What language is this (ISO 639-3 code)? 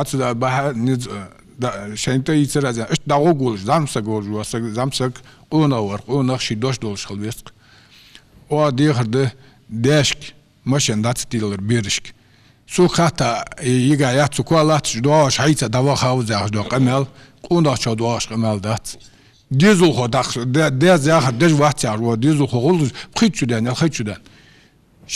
inh